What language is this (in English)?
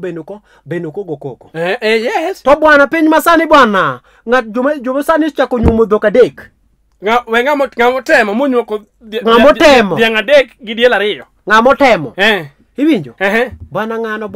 Luo (Kenya and Tanzania)